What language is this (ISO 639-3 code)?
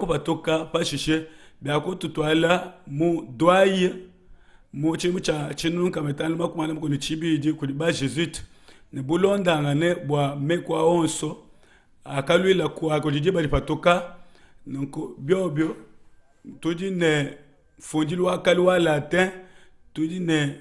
lua